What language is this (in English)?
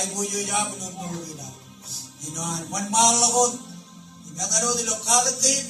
Marshallese